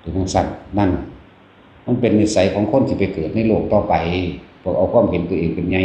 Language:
Northeastern Thai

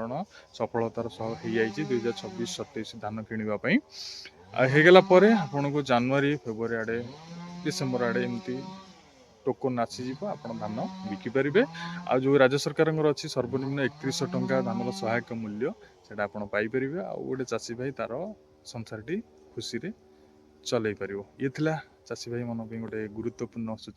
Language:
Odia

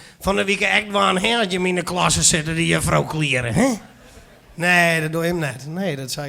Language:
Western Frisian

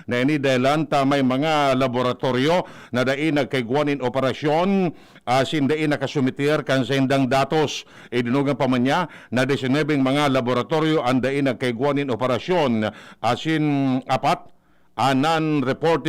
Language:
Bikol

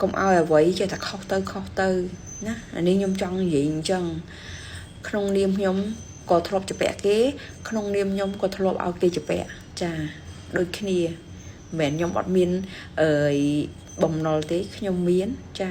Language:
Khmer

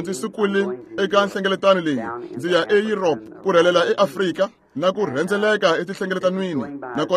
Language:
Tsonga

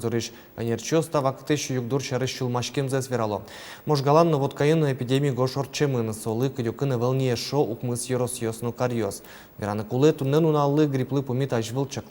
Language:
Udmurt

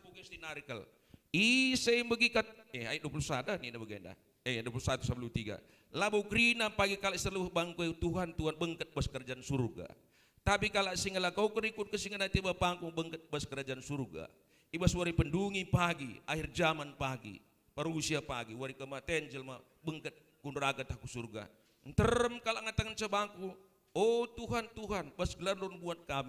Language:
Batak Karo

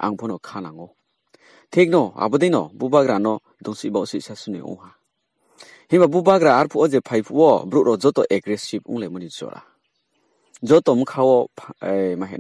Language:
Riang (India)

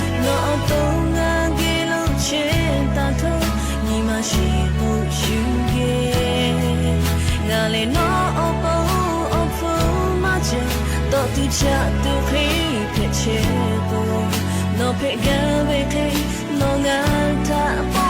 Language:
Lahu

